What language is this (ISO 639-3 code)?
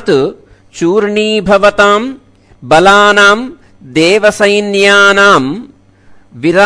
san